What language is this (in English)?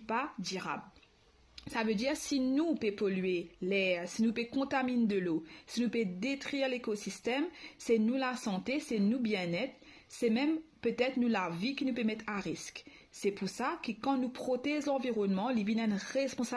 Morisyen